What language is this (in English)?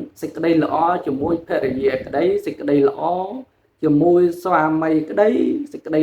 Khmer